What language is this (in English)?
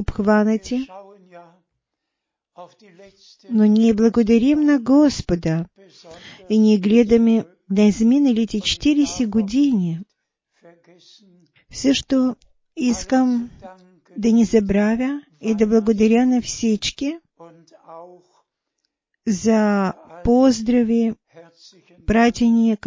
Bulgarian